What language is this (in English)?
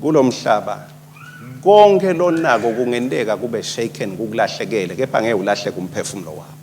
Swati